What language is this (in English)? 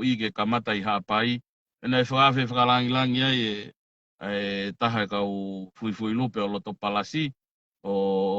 Tongan